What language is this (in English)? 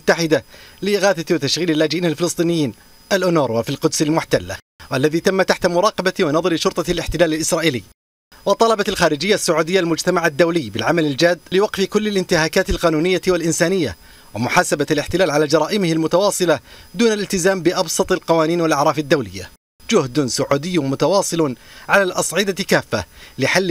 Arabic